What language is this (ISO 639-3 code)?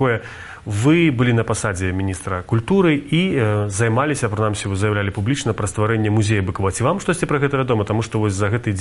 bel